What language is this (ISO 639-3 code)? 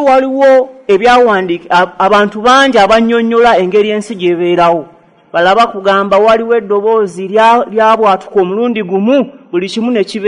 lug